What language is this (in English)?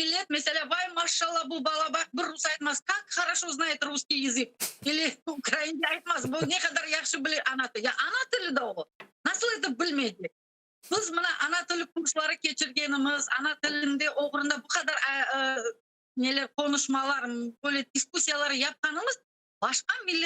Crimean Tatar